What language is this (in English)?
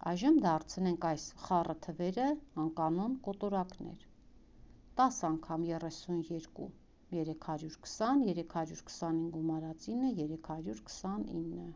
Armenian